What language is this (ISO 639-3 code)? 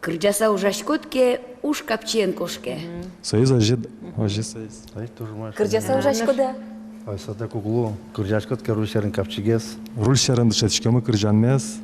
udm